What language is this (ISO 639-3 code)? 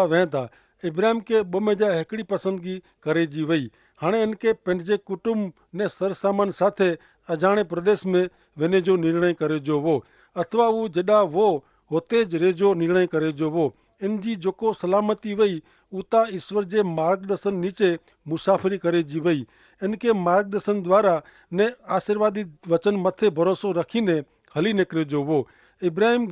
kfr